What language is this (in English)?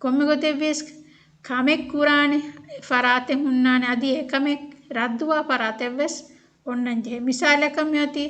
Divehi